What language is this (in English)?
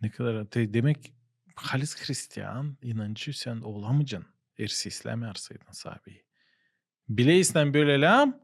Gagauz